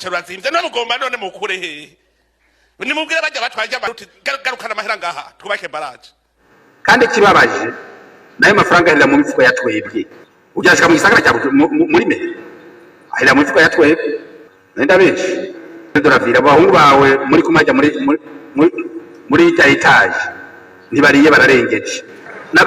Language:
Rundi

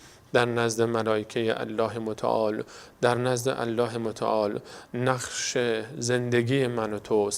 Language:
Persian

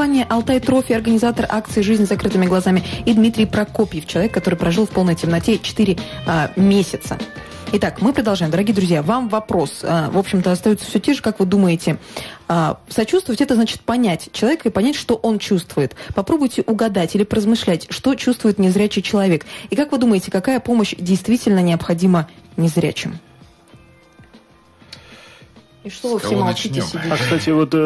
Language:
Russian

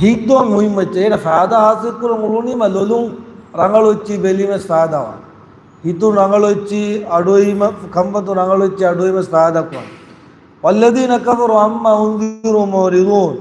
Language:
Divehi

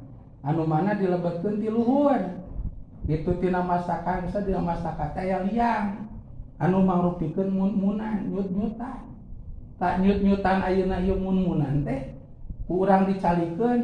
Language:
Sundanese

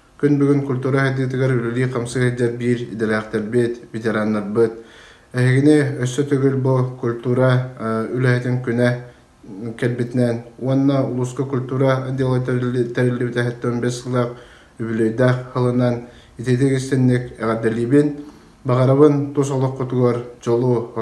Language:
Yakut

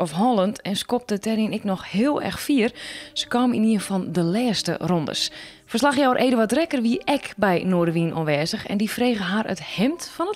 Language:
Western Frisian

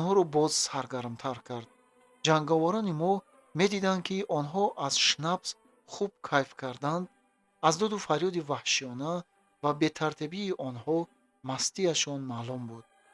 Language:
Tajik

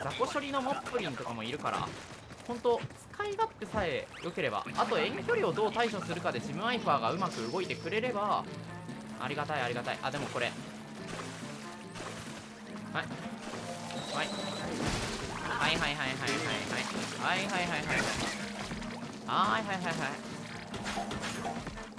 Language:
Japanese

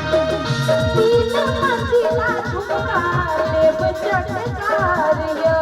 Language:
Maithili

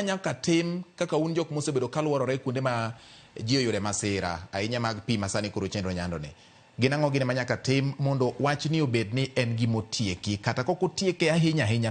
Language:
Luo (Kenya and Tanzania)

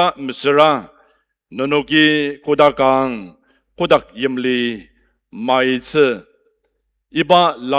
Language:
Ao Naga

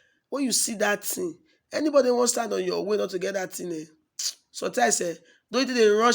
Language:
Nigerian Pidgin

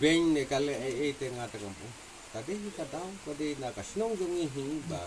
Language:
Khasi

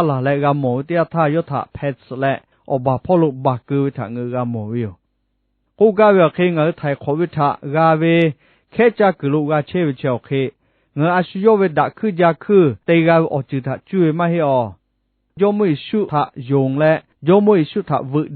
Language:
Lahu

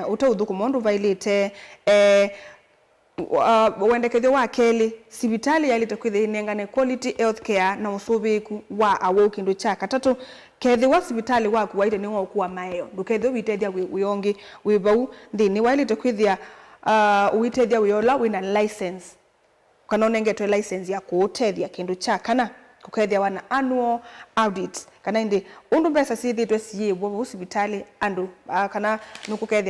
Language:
Kamba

